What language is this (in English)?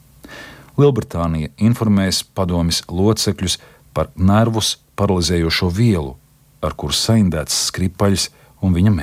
Latvian